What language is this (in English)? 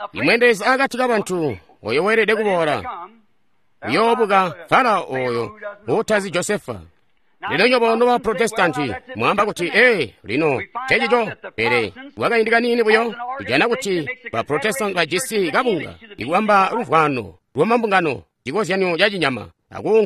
Tonga (Zambia)